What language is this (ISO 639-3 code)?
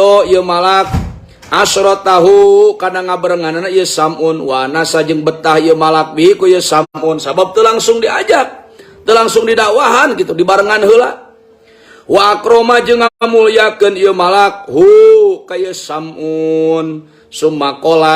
sun